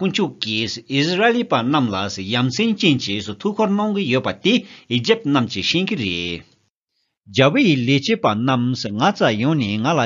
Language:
Tibetan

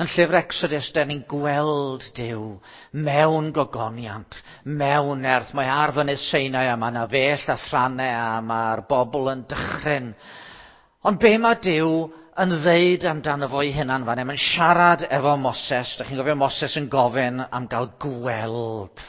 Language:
Welsh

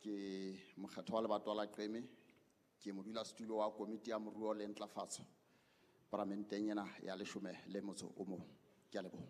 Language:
Southern Sotho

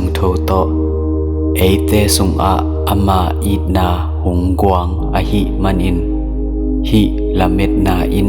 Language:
Tedim Chin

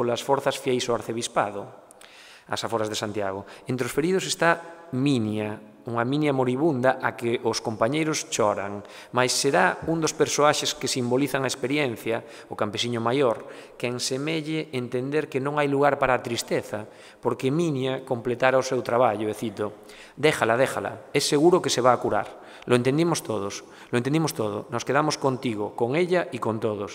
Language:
Galician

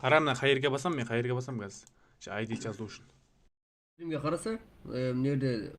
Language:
Kara-Kalpak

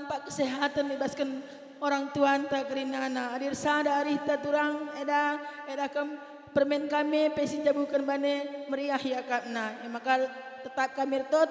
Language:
Batak Karo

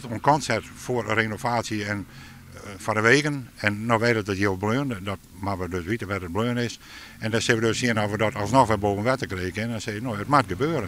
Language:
Western Frisian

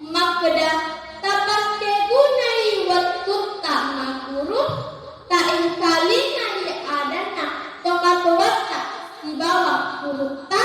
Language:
Buginese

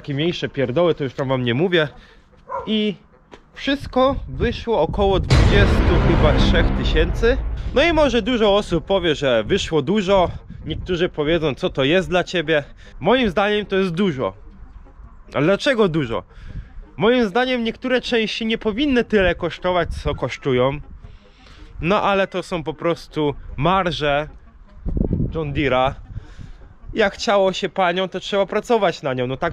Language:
Polish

